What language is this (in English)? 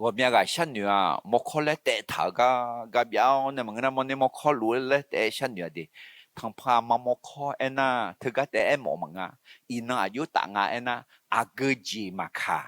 Akha